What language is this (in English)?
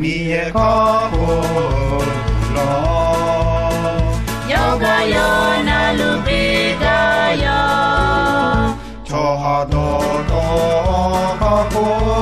Akha